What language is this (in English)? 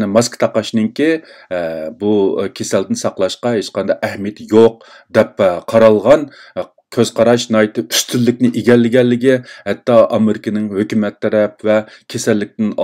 Uyghur